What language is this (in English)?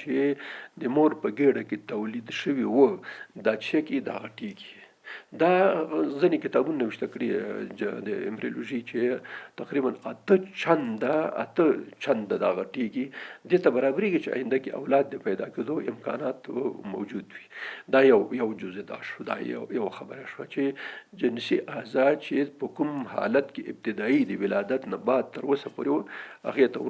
Pashto